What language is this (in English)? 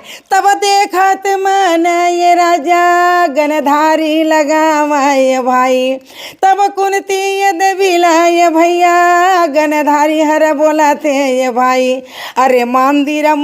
Chhattisgarhi